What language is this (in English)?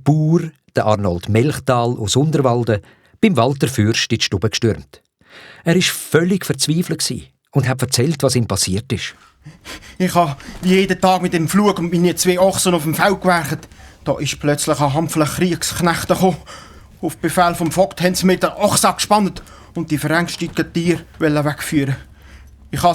Swiss German